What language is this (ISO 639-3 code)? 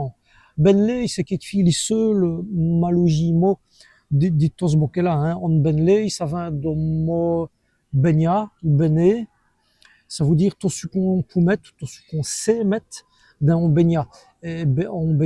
wln